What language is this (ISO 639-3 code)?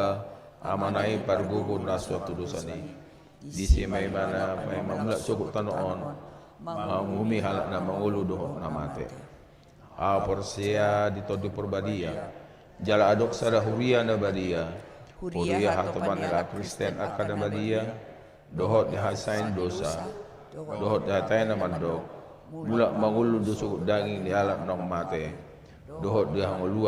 bbc